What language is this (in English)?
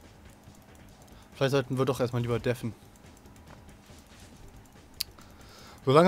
German